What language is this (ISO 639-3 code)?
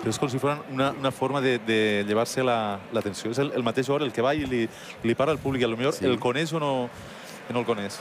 cat